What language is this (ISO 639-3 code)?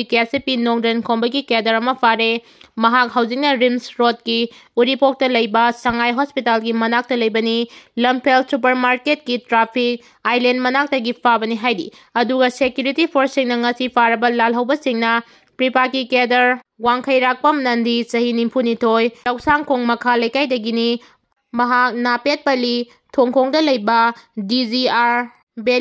mni